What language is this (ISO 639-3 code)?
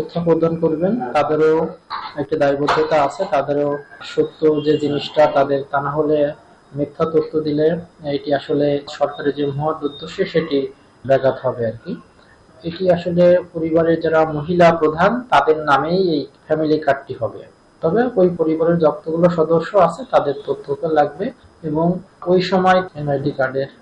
ben